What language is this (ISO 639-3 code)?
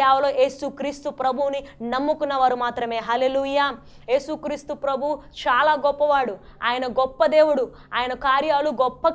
tel